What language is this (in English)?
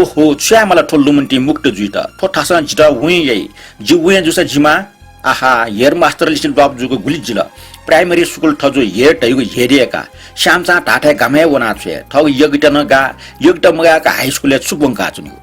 Newari